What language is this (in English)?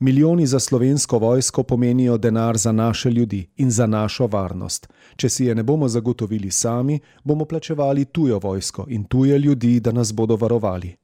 Slovenian